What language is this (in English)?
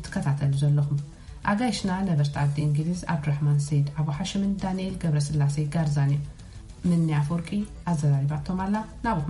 Tigrinya